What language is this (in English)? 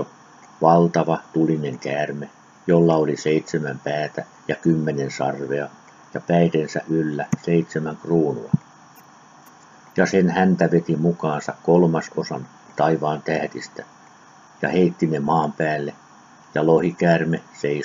Finnish